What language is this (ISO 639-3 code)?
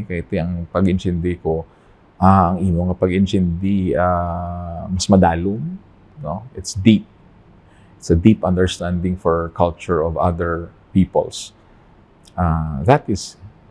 hil